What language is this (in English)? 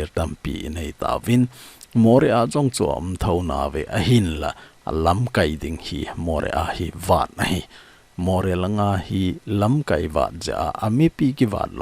Thado Chin